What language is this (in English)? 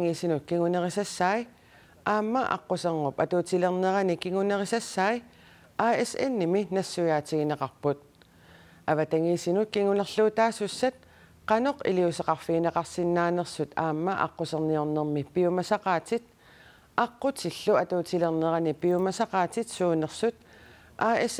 Kalaallisut